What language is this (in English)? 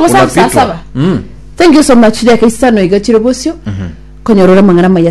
Gusii